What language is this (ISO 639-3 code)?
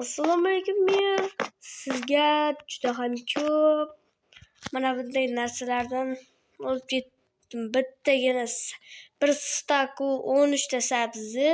uzb